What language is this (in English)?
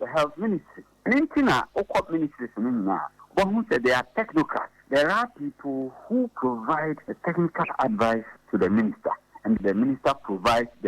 Akan